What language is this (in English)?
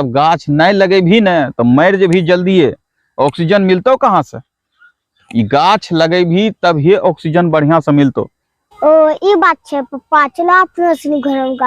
Angika